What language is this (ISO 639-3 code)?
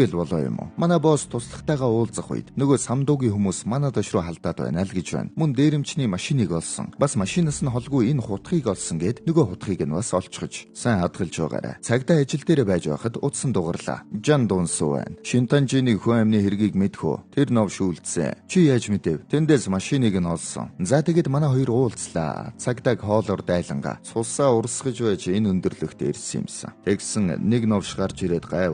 mon